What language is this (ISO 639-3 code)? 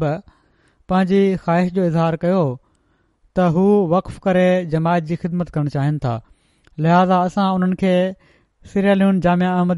snd